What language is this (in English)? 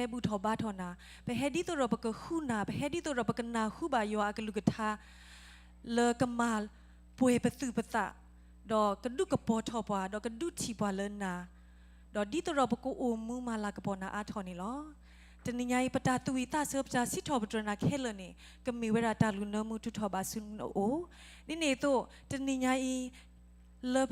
S'gaw Karen